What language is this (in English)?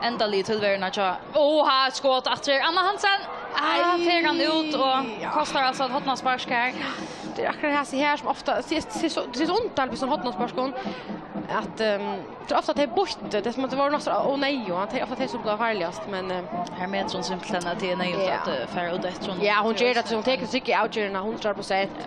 Faroese